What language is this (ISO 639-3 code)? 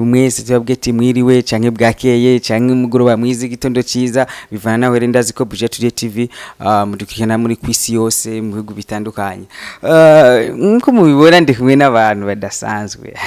run